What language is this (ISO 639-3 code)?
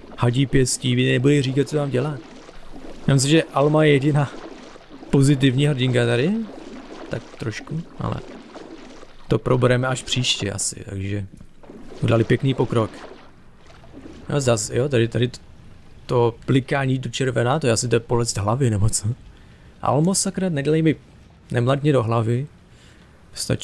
ces